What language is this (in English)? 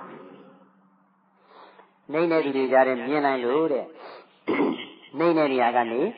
Burmese